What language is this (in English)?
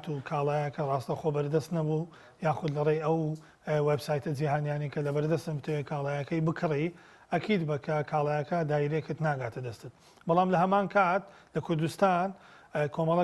Central Kurdish